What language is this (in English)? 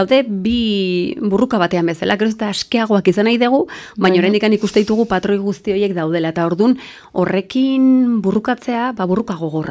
Basque